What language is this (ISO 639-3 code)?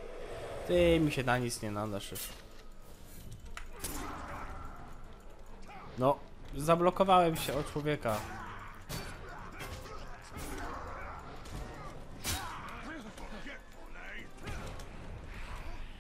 pol